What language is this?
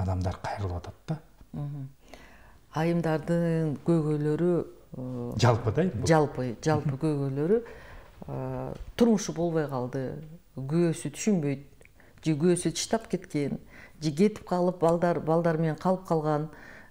Kyrgyz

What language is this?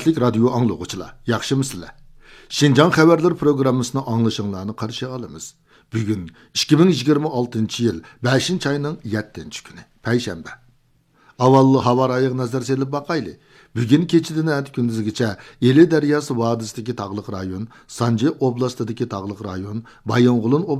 Uyghur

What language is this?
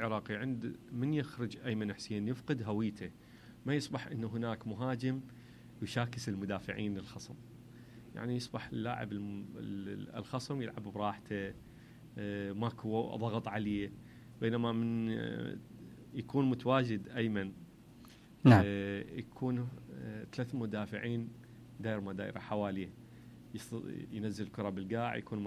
Mesopotamian Arabic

